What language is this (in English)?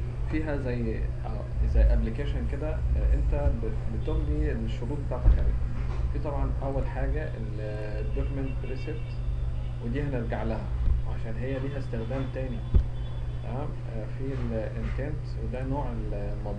Egyptian Arabic